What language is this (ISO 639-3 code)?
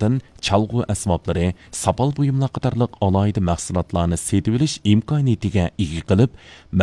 uig